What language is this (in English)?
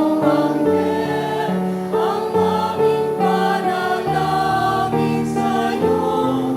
Bikol